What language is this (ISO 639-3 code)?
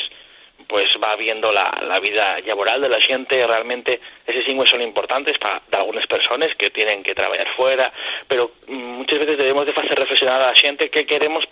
ast